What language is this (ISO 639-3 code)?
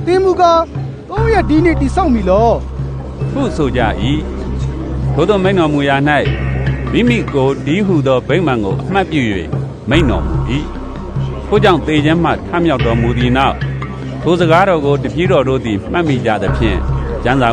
mya